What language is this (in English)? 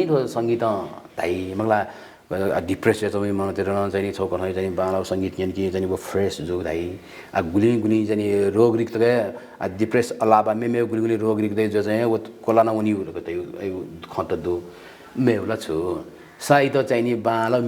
Newari